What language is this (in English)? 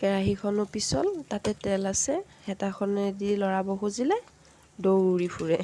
Assamese